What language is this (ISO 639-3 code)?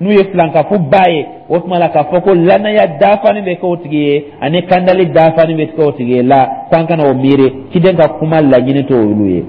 dyu